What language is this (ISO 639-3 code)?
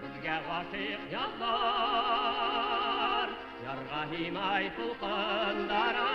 bak